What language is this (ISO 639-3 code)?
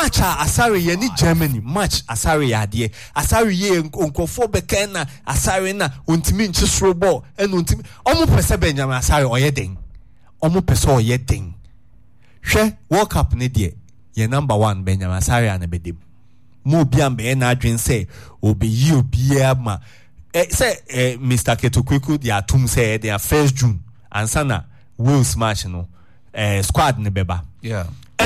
aka